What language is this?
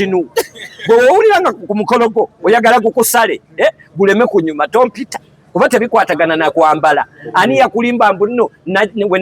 Ganda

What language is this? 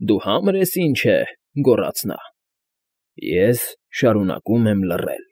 Armenian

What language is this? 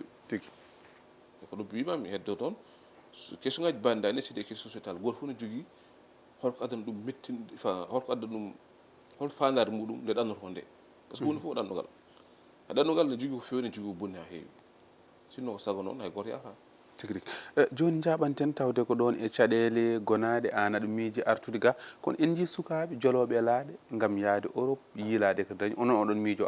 Fula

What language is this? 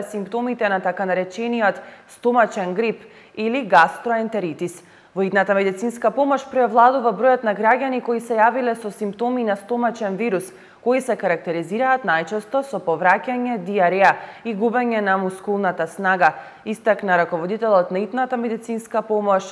Macedonian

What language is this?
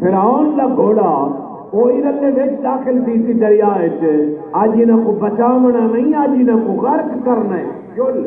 Saraiki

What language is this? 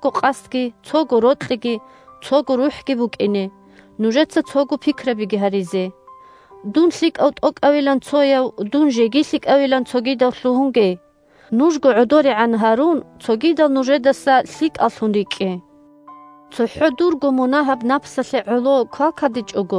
Avaric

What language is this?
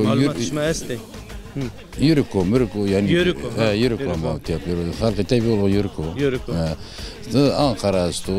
Zaza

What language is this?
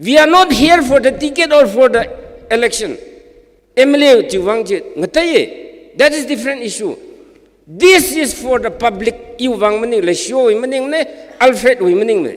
Tangkhul Naga (India)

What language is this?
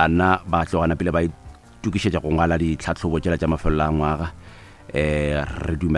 Northern Sotho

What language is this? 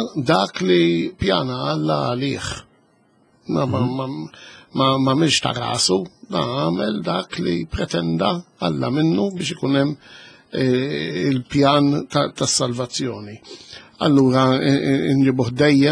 Maltese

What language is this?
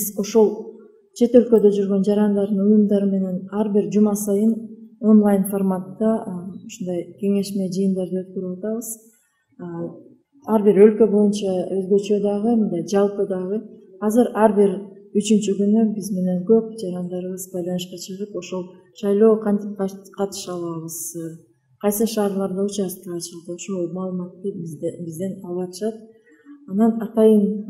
Kyrgyz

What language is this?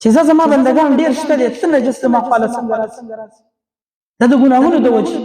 Pashto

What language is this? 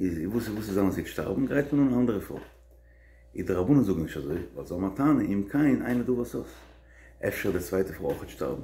Yiddish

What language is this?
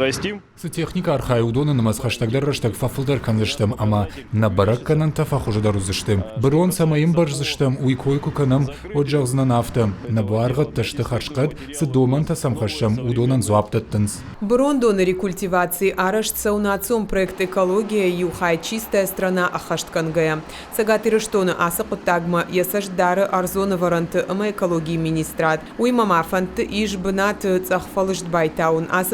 Ossetic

